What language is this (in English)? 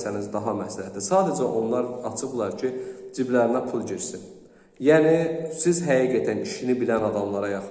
Azerbaijani